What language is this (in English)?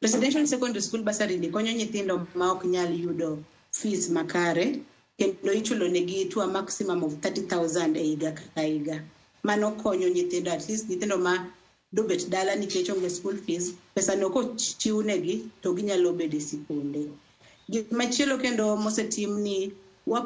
Luo (Kenya and Tanzania)